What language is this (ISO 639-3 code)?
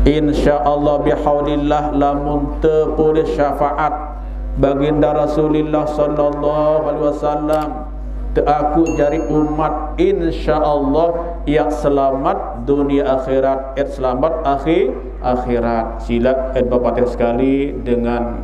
sas